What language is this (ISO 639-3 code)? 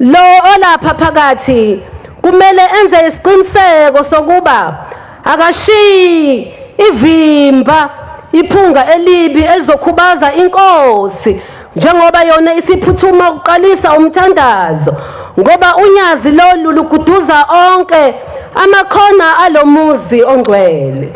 zul